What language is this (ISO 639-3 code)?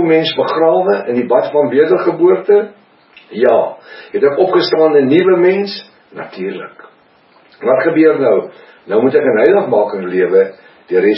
afr